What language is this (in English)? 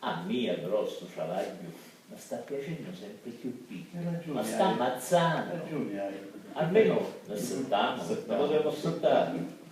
Sicilian